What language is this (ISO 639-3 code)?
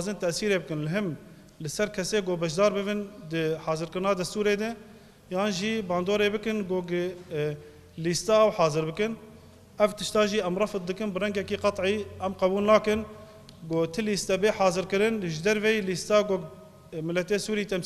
kur